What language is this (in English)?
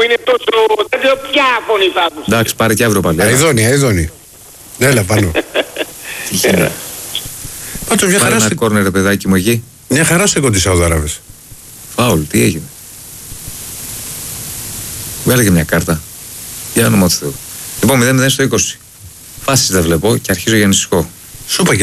Greek